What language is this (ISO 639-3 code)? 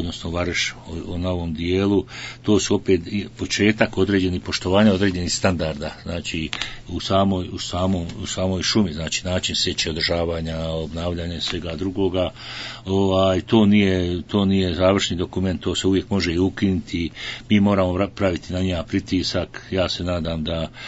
bos